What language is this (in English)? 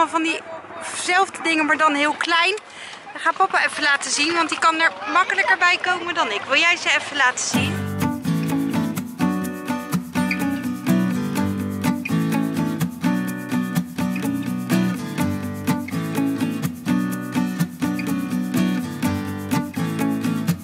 Dutch